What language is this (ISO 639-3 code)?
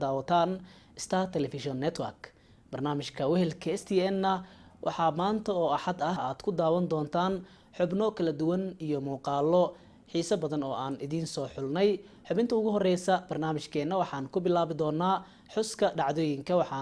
som